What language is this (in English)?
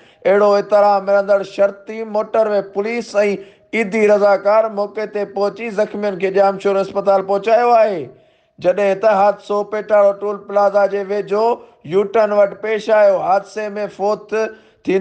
Sindhi